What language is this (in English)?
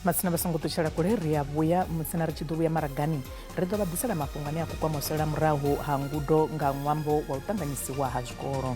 Venda